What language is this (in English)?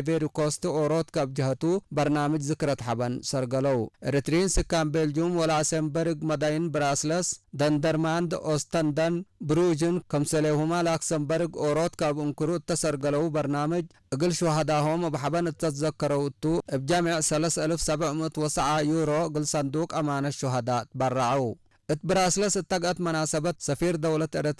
Tigre